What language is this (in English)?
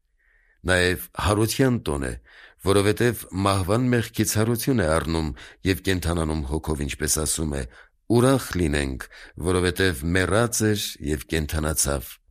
Armenian